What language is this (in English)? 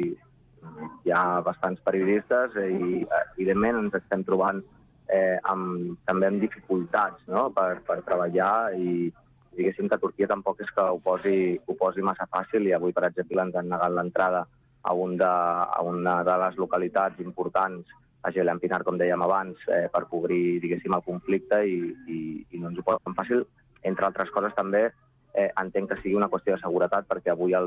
Catalan